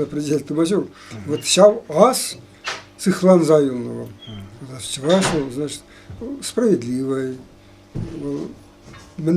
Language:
Chuvash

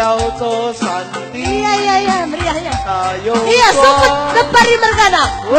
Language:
Batak Karo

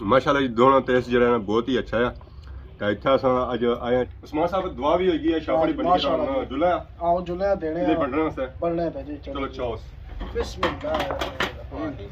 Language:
Pahari-Potwari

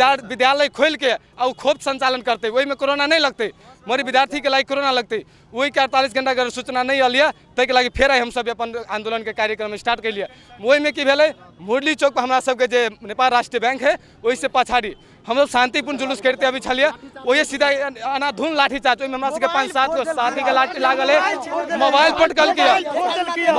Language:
Maithili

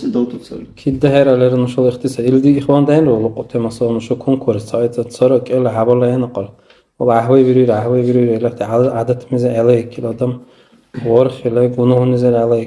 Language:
Dargwa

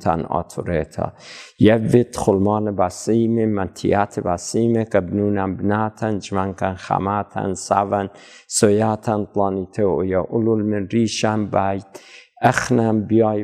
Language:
Assyrian Neo-Aramaic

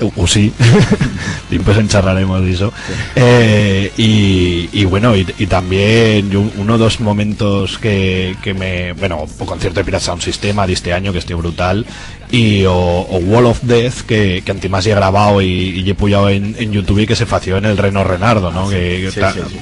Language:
Aragonese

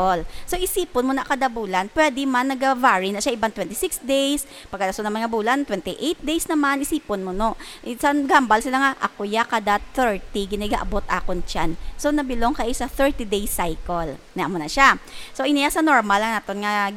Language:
Hiligaynon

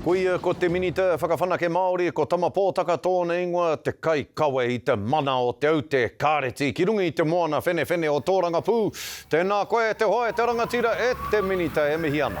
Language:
Māori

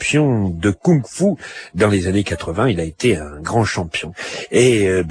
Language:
French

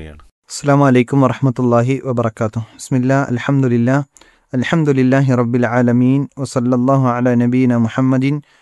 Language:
Malayalam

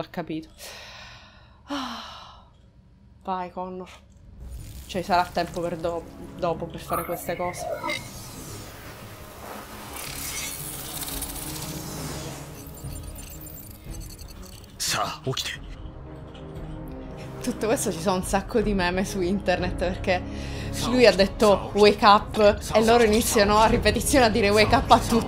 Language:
Italian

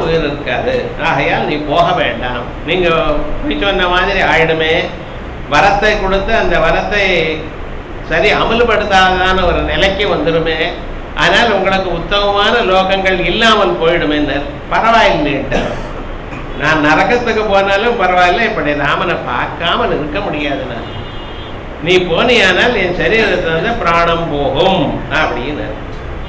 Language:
Tamil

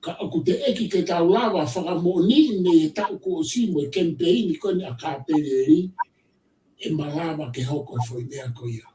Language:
Tongan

